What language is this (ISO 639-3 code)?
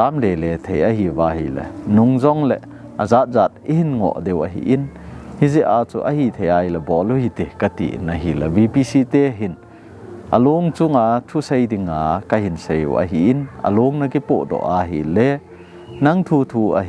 tcz